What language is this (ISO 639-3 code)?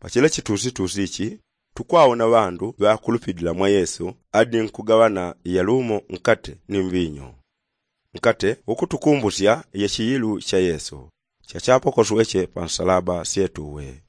yao